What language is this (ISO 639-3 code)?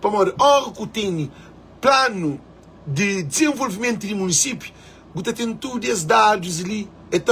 kea